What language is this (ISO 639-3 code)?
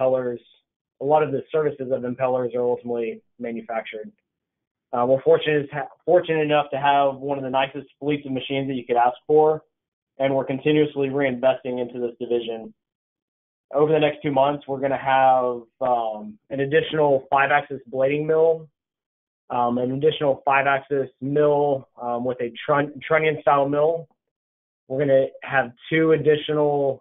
eng